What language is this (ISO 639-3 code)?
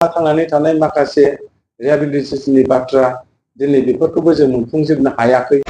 brx